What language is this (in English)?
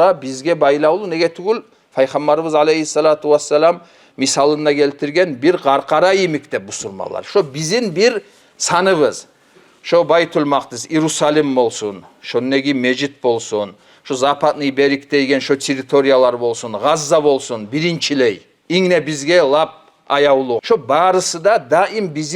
Kumyk